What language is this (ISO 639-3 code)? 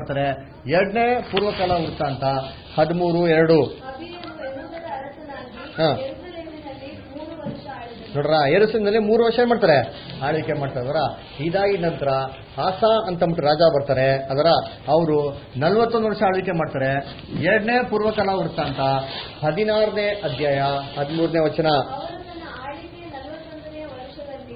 kan